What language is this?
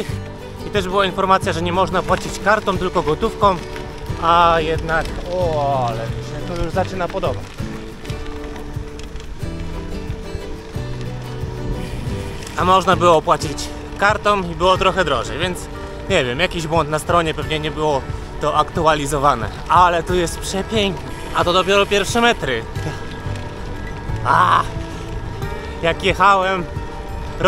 Polish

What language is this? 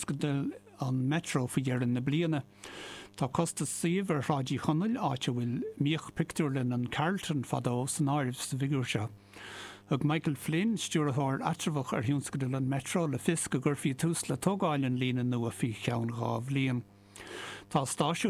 Irish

